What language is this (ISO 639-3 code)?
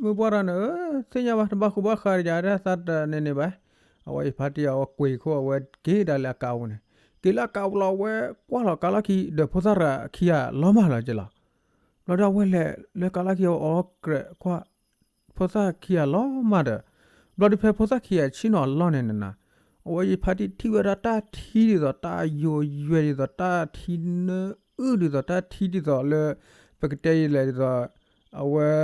ksw